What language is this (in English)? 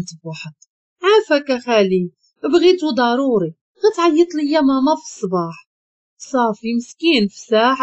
Moroccan Arabic